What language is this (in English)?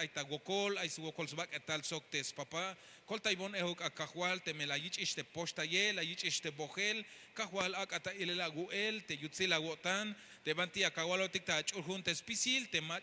Tzeltal